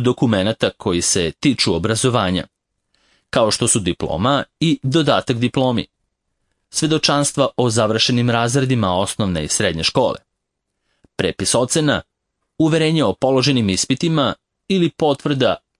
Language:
Serbian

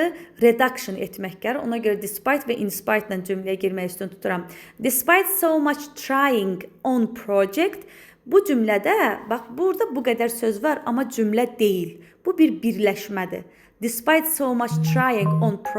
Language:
Azerbaijani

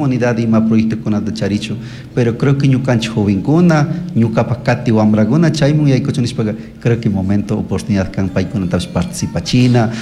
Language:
Chimborazo Highland Quichua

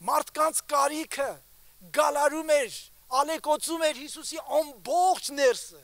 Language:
Armenian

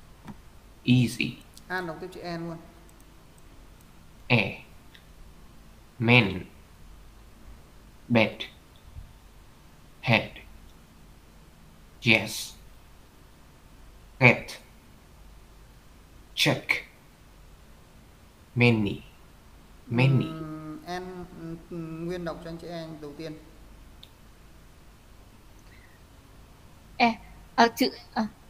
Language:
Vietnamese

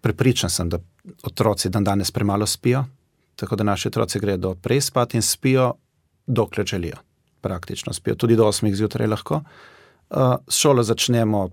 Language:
Slovenian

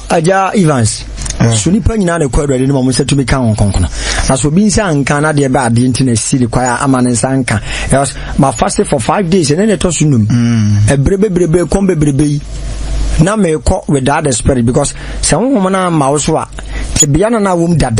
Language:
Akan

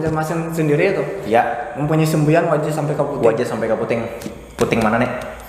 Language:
Banjar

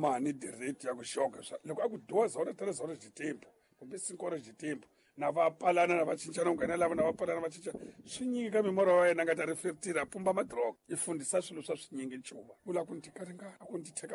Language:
Tsonga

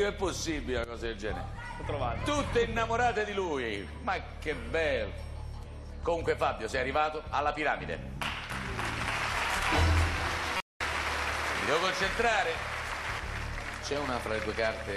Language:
Italian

